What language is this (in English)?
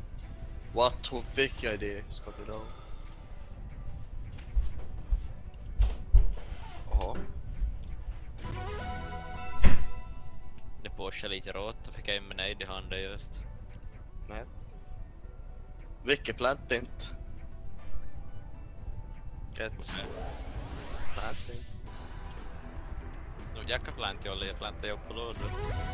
Swedish